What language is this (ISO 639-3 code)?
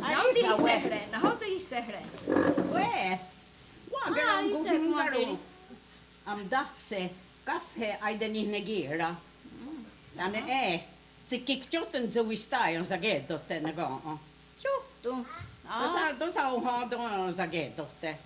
moh